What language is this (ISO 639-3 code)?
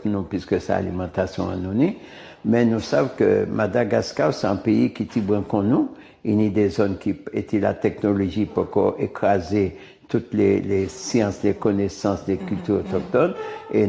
gcf